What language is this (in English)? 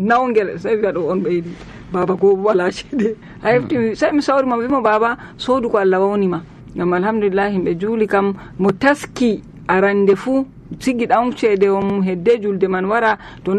Nigerian Fulfulde